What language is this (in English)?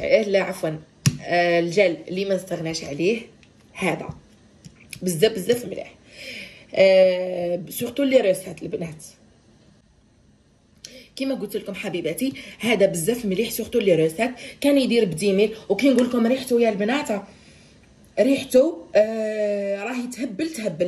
Algerian Arabic